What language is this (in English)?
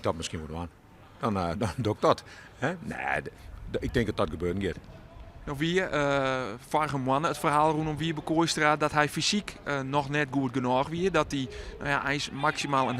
Western Frisian